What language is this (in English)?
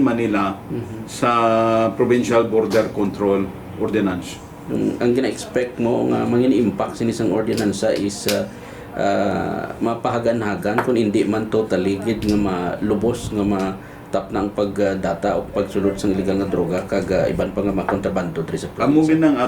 Hiligaynon